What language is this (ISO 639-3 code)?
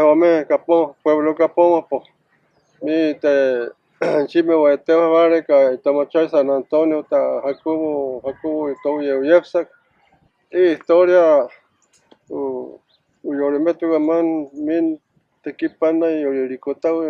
mfy